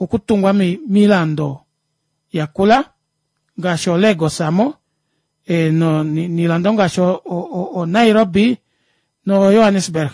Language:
Kuanyama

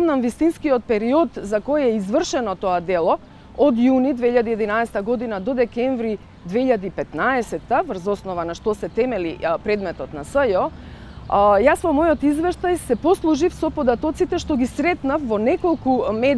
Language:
Macedonian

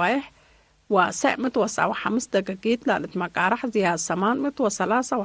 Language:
Tigre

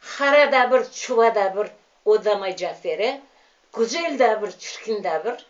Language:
Crimean Tatar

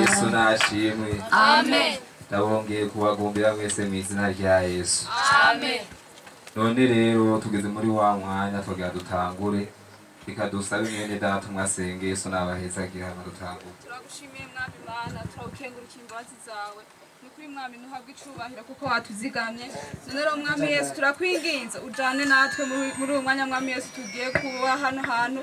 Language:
Rundi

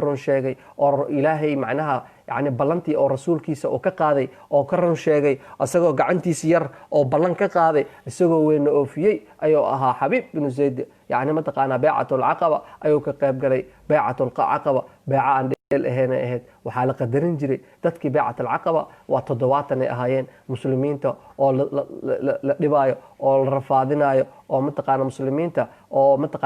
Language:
Somali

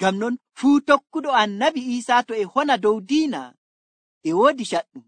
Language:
Nigerian Fulfulde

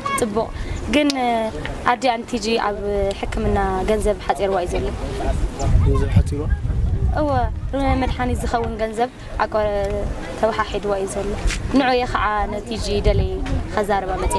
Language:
Tigrinya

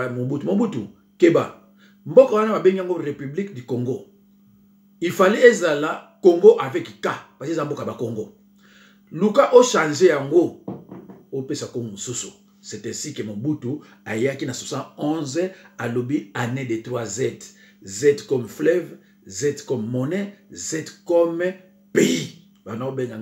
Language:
Lingala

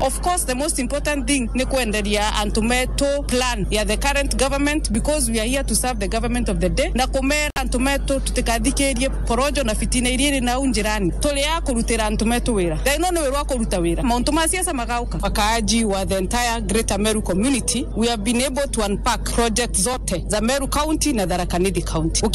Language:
Meru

